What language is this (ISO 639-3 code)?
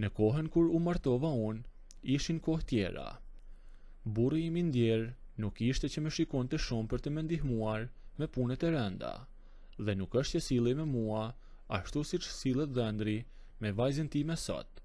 sqi